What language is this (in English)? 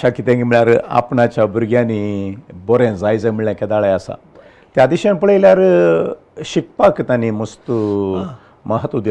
Konkani